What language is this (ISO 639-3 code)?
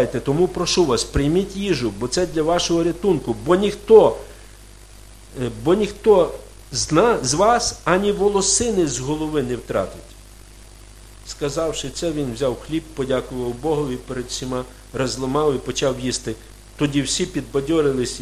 ukr